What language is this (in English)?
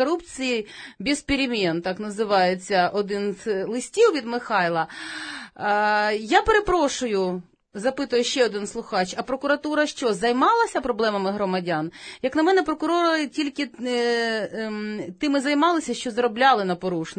Ukrainian